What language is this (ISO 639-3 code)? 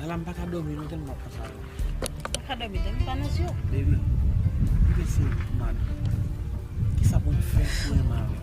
hat